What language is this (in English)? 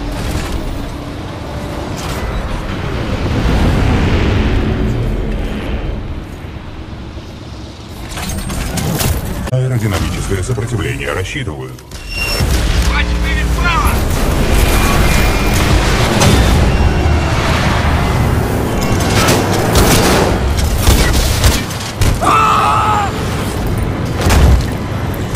Russian